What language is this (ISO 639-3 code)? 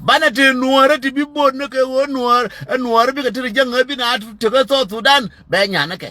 nus